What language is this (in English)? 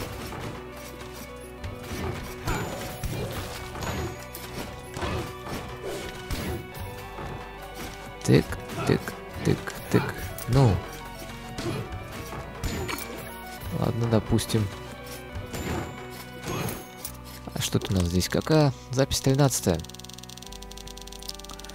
Russian